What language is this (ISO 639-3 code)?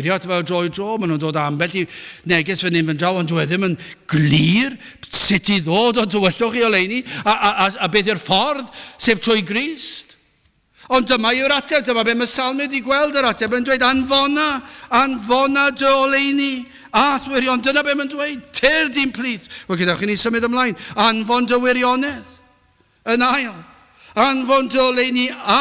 cym